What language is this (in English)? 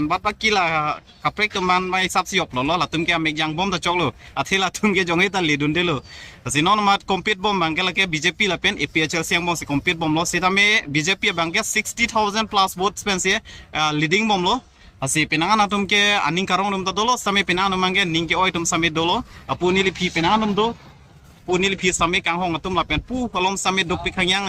Karbi